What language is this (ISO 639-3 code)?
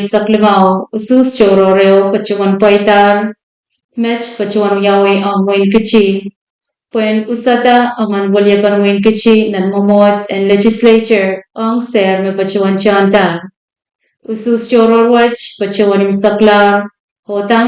pon